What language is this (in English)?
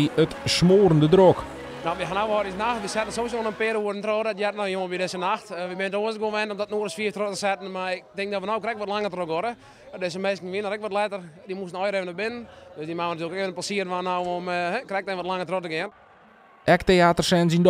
Western Frisian